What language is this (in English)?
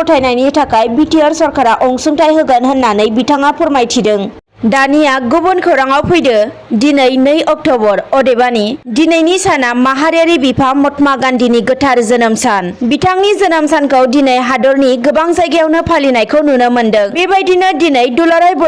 Bodo